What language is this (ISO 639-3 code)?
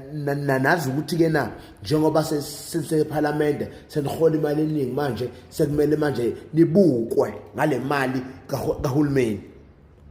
zul